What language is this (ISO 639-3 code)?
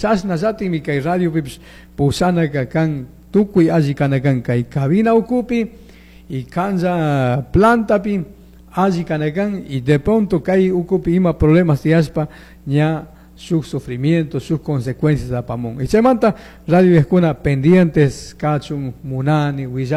qug